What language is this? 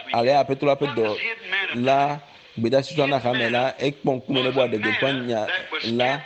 Ewe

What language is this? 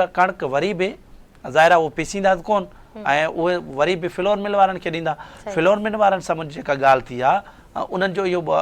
Sindhi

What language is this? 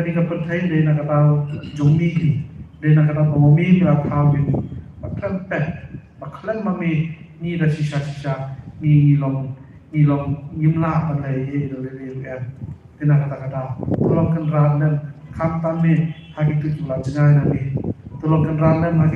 Khasi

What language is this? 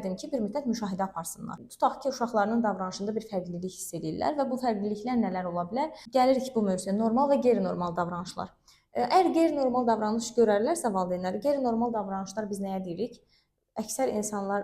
Azerbaijani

